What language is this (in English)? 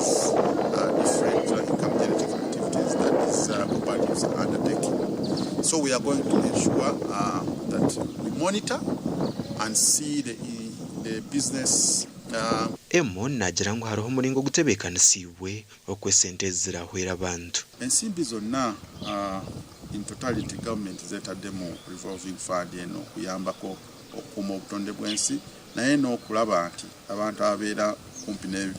Nyankole